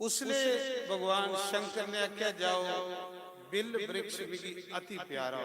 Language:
Dogri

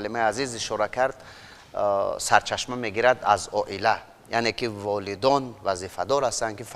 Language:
Tajik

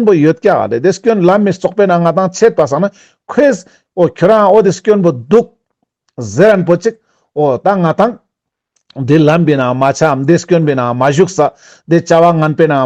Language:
Ladakhi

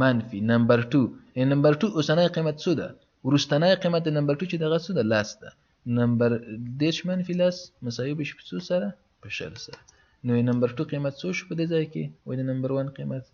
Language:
Pashto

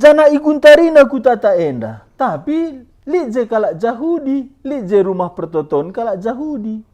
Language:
Batak Karo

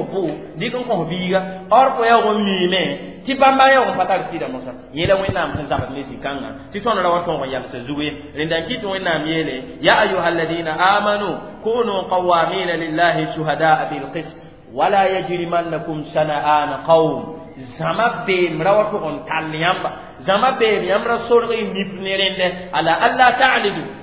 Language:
Mossi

